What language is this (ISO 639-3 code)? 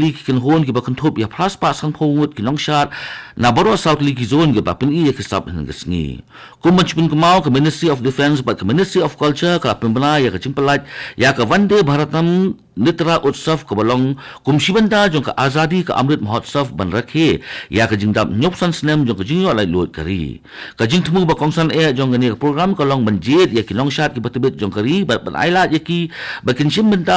kha